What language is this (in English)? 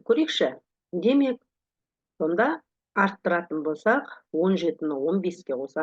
Kazakh